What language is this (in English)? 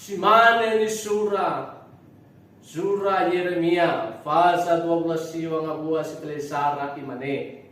Nias